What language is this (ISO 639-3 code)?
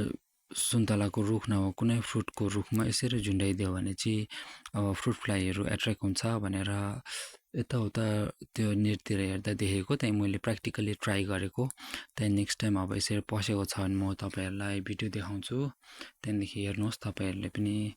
nep